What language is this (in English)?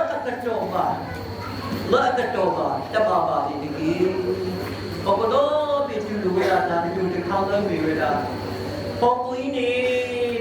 S'gaw Karen